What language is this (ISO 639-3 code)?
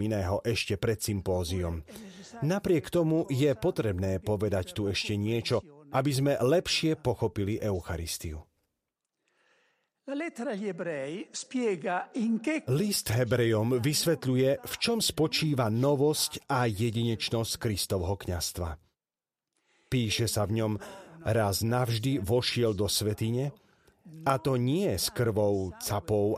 slk